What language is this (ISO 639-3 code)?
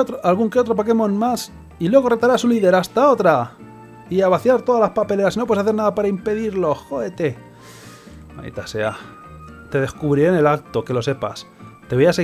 spa